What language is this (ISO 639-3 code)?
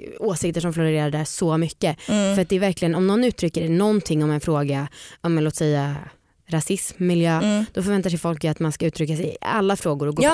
swe